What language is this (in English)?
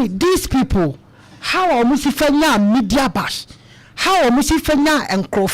Akan